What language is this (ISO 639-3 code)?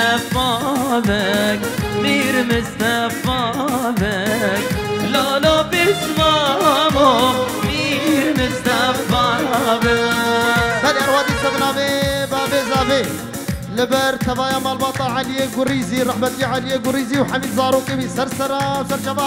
kur